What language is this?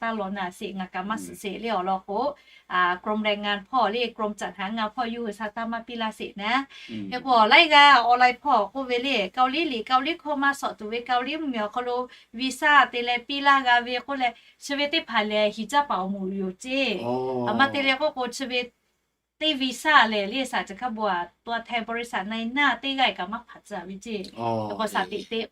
Lahu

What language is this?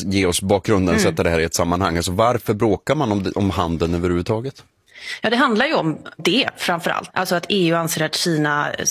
Swedish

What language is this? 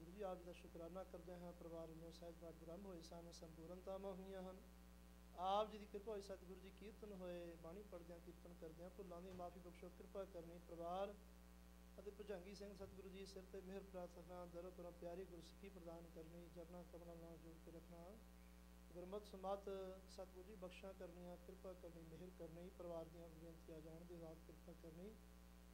Punjabi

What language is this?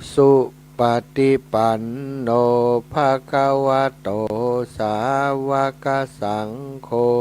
Pali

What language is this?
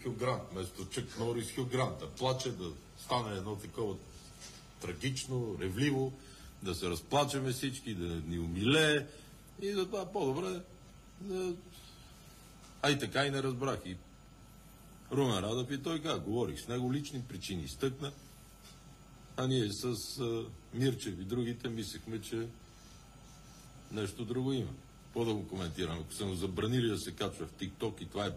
Bulgarian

